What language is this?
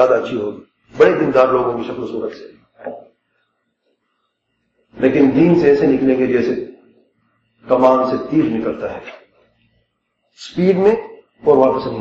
Urdu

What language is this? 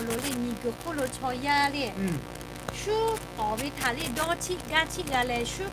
Lahu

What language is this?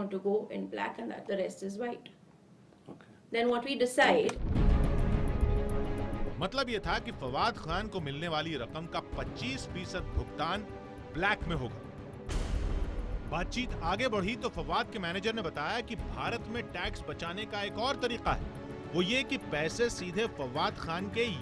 Hindi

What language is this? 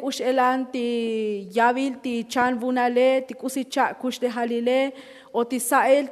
Tzotzil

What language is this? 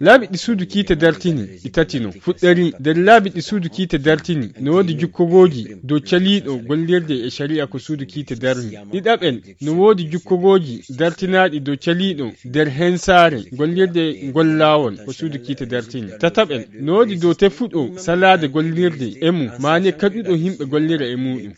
Nigerian Fulfulde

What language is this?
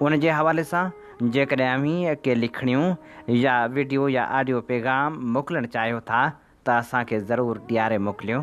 Sindhi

